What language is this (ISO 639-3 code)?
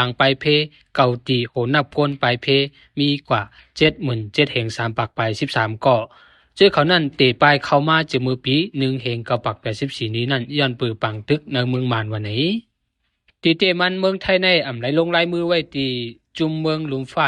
shn